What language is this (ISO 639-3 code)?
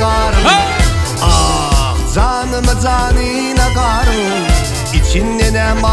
tuk